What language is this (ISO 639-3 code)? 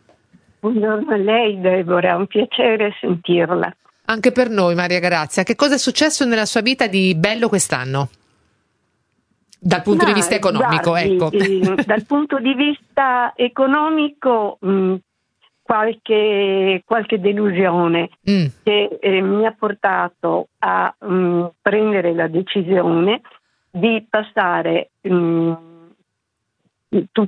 ita